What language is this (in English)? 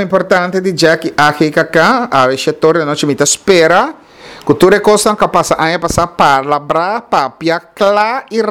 Papiamento